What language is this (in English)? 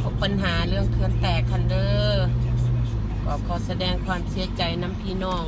Lao